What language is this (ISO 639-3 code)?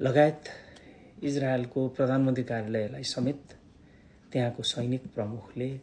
nep